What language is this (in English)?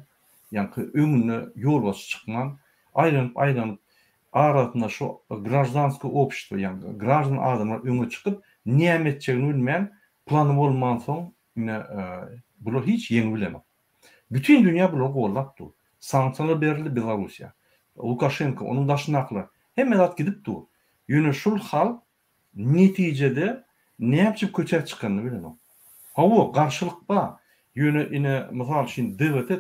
Turkmen